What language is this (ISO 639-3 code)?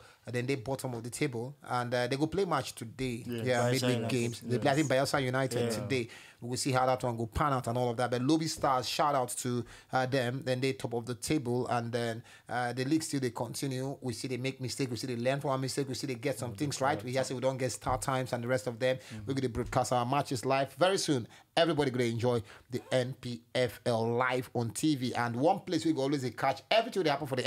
pcm